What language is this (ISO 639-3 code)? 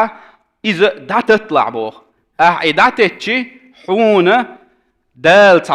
che